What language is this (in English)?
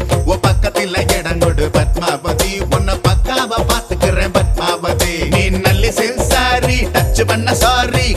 Tamil